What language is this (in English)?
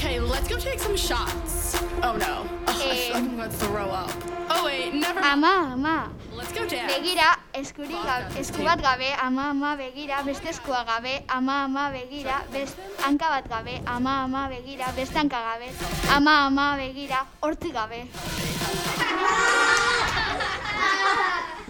Basque